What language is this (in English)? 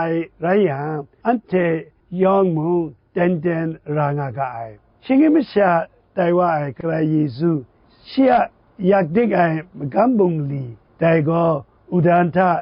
Kachin